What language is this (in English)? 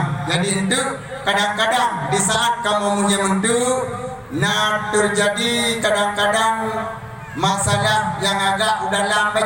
Achinese